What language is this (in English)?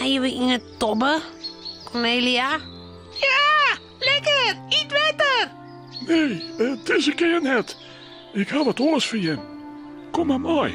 Western Frisian